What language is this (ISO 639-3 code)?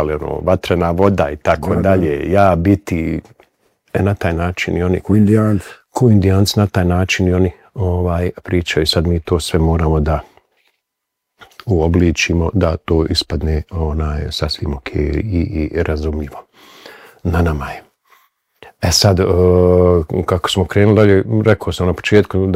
bos